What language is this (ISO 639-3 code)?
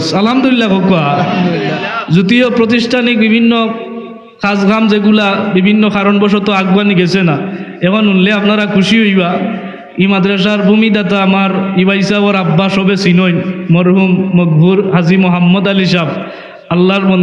syl